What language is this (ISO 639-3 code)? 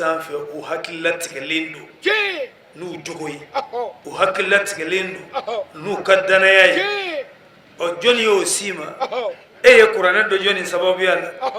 bam